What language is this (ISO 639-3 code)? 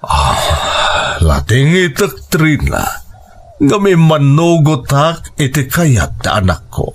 ilo